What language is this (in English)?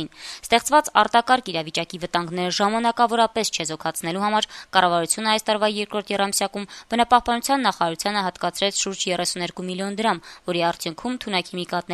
Armenian